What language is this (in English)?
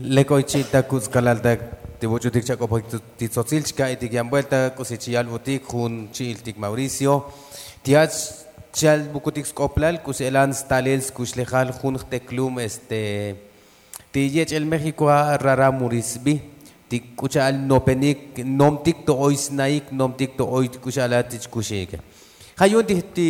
Tzotzil